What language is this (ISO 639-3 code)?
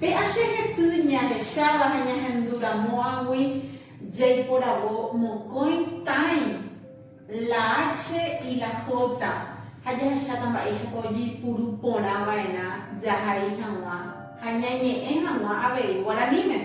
grn